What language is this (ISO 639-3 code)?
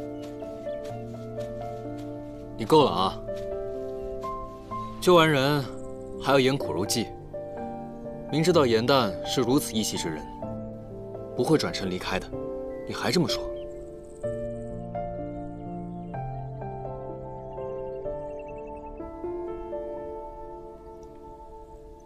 zho